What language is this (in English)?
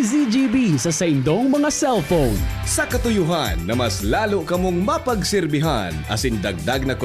Bikol